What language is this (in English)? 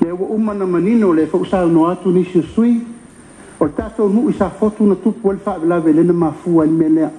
Samoan